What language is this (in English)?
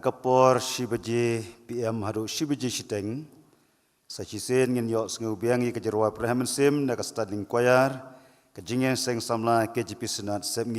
Khasi